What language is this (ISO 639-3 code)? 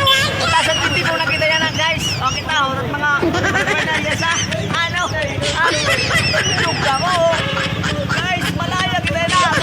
war